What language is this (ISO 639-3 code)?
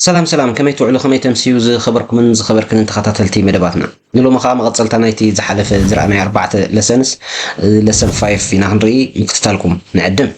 tir